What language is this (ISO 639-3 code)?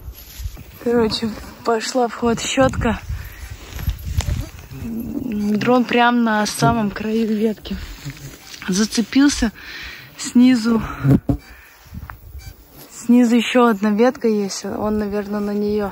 rus